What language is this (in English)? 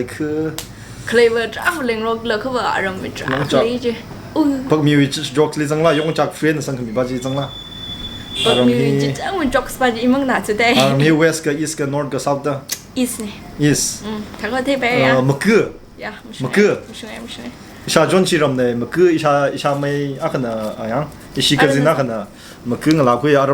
Tangkhul Naga (India)